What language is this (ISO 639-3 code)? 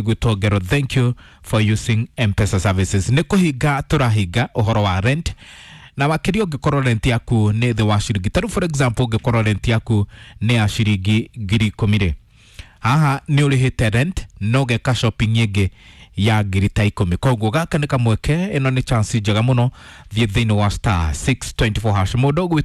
kik